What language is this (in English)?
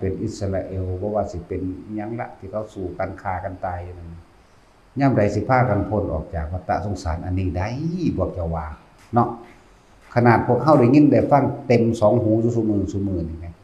Northeastern Thai